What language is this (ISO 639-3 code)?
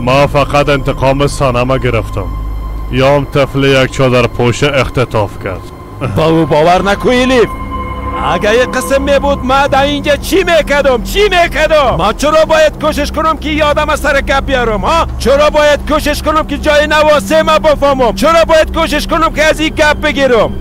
fas